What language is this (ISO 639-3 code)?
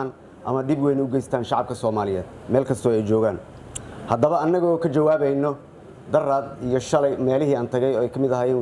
som